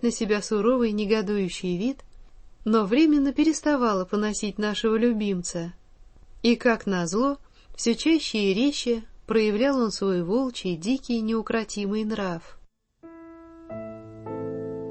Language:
Russian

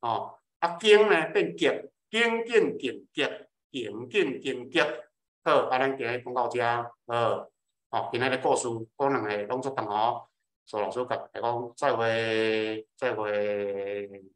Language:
Min Nan Chinese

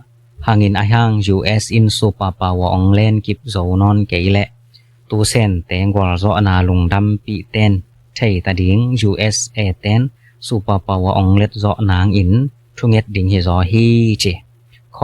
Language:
Tedim Chin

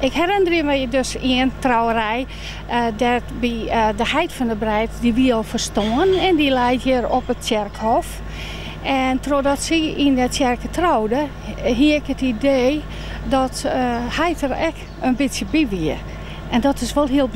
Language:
Western Frisian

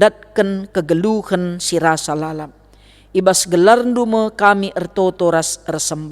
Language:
Batak Karo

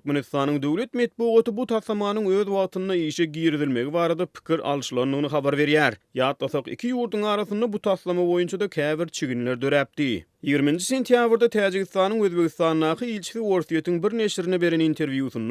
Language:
Turkmen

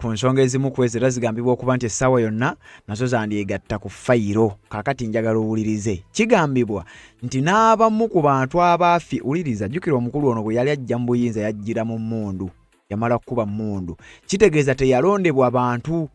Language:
Ganda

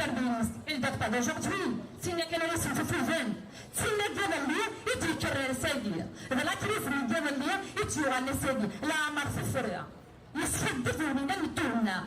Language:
Kabyle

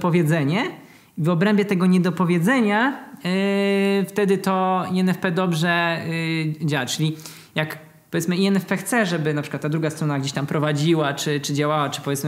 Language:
Polish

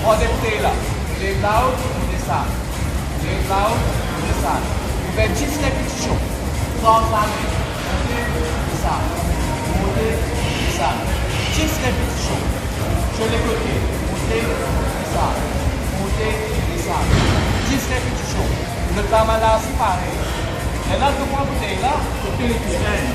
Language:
Morisyen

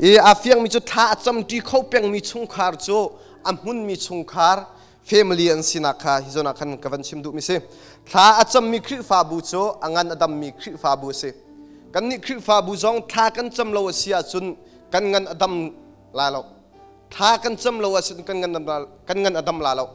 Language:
Hakha Chin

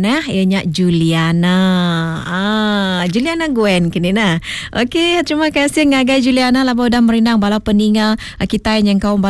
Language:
Iban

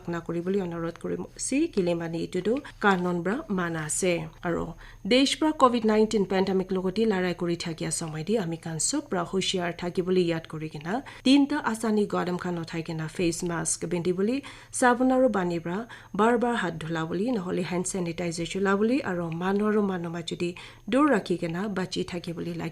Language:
Naga Pidgin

